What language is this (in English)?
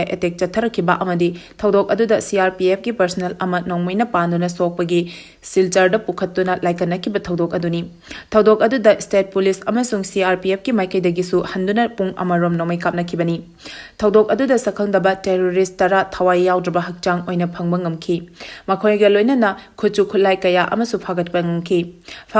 Manipuri